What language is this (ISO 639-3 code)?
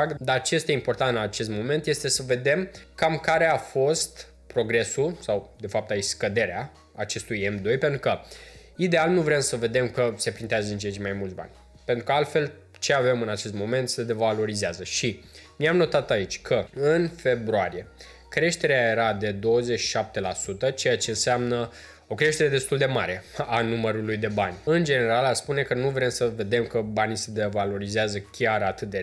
ron